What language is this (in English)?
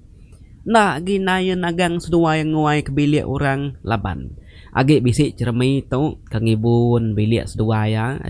Iban